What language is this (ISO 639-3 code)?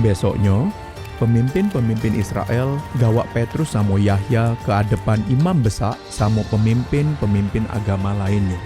mui